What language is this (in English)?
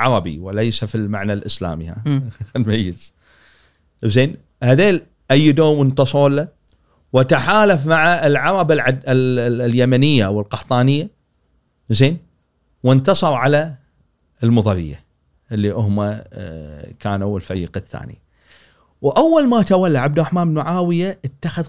Gulf Arabic